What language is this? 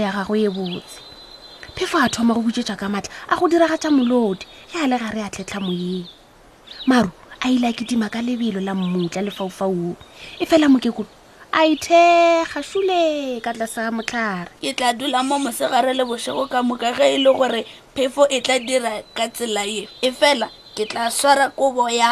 Northern Sotho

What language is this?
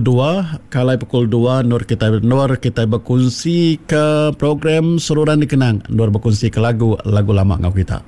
Iban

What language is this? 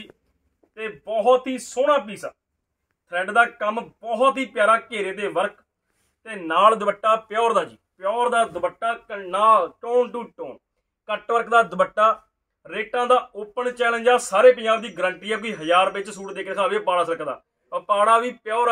Punjabi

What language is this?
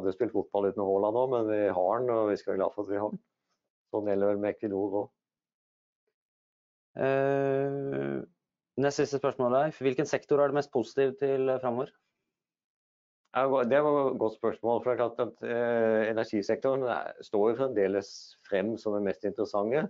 Norwegian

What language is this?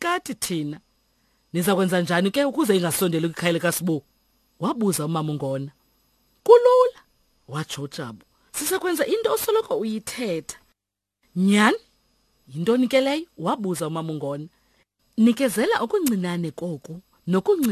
Xhosa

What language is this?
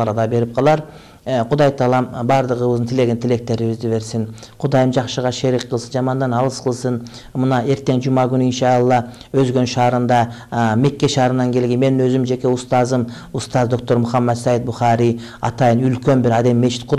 Kyrgyz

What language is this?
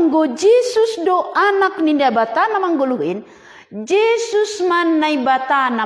Batak Simalungun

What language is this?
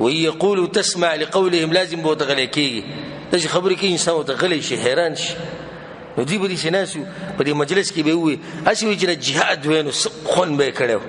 Pashto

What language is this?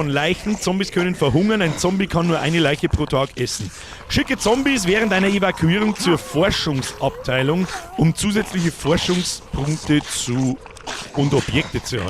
Bavarian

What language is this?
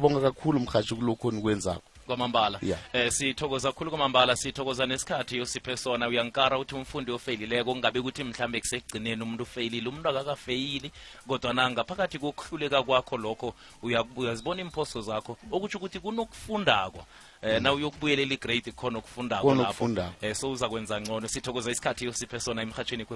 South Ndebele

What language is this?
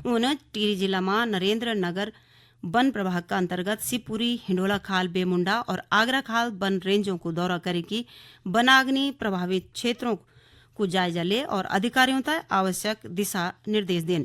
Garhwali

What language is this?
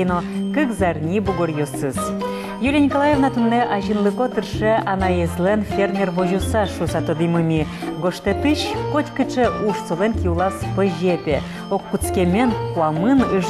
Udmurt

